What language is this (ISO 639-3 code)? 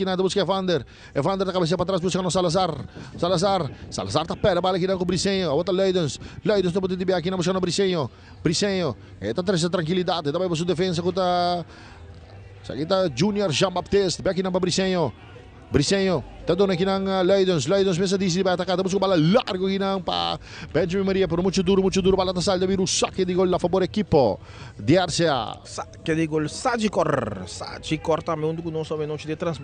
pap